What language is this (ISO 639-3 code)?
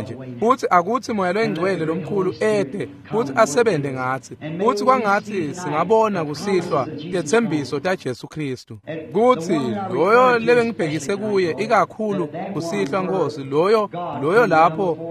ssw